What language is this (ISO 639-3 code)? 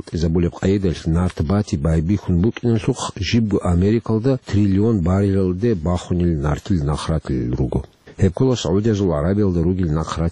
ava